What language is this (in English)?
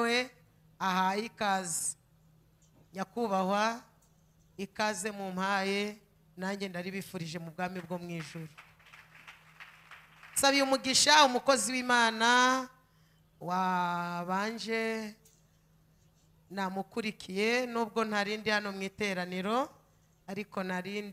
Kinyarwanda